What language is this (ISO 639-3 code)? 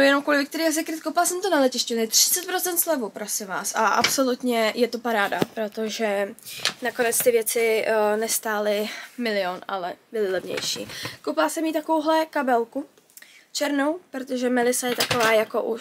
ces